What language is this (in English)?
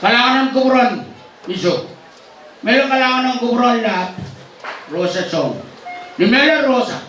Pohnpeian